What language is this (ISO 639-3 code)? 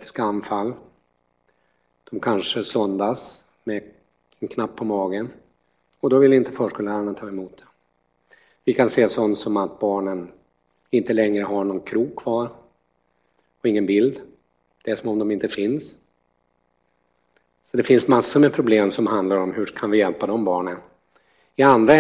swe